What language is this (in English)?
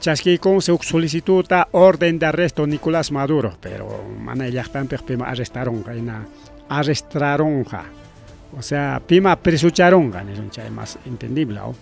Ayacucho Quechua